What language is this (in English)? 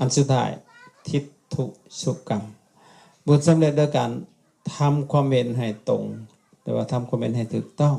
Lao